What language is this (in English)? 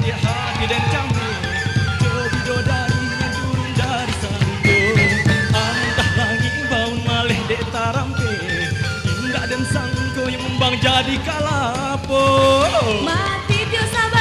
Minangkabau